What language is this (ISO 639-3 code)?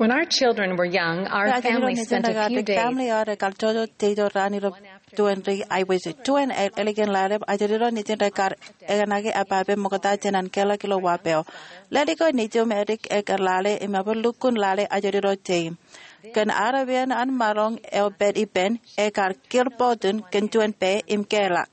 mah